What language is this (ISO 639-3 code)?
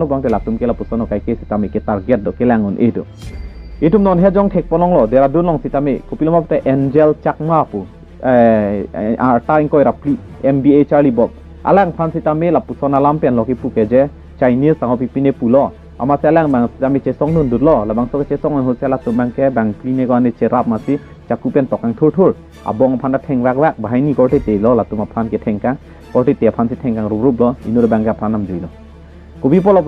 mjw